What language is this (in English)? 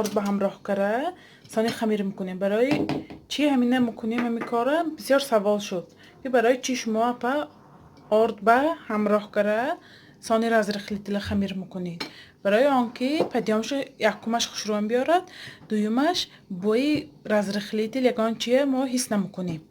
Tajik